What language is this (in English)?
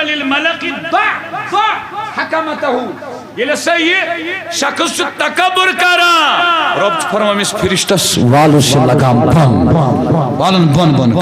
Kashmiri